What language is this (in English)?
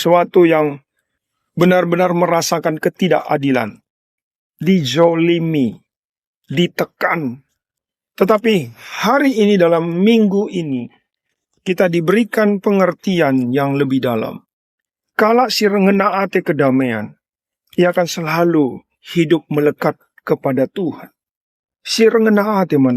Batak Karo